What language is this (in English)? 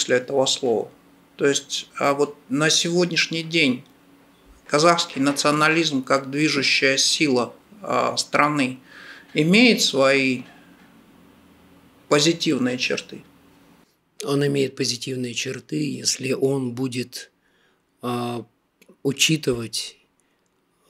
Russian